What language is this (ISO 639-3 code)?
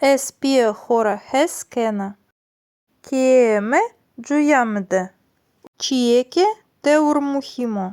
zza